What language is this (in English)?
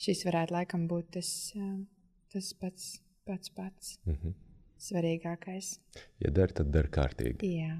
Latvian